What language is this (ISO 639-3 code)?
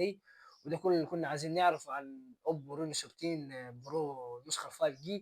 arz